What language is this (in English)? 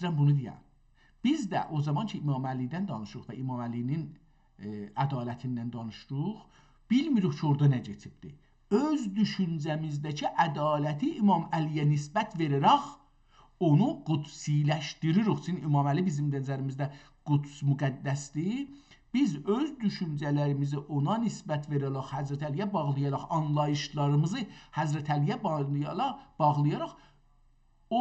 South Azerbaijani